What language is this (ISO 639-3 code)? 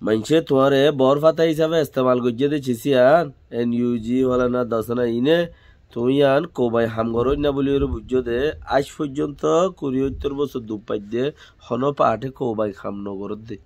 rhg